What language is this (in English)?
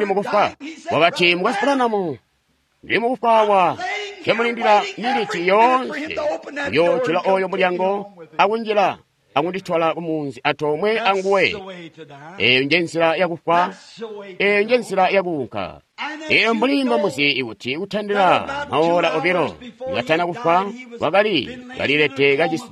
Tonga (Zambia)